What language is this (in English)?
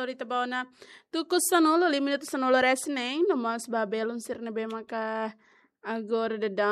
Tetum